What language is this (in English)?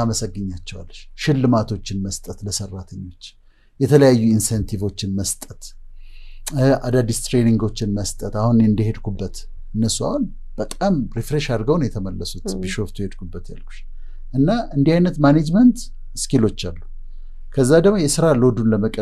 Amharic